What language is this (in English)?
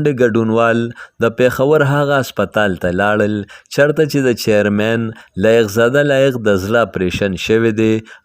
Pashto